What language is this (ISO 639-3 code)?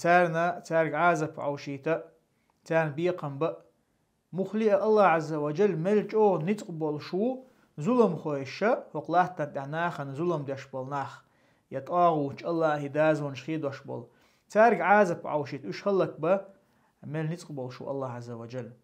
che